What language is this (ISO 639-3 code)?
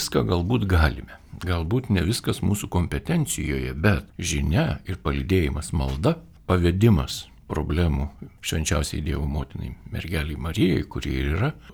lit